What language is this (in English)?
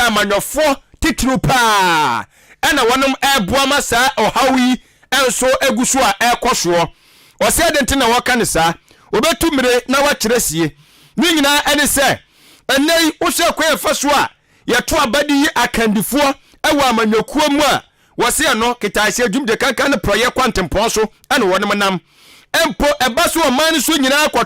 Akan